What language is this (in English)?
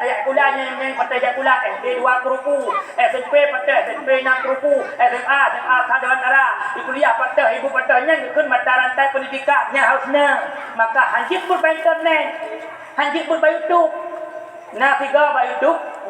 Achinese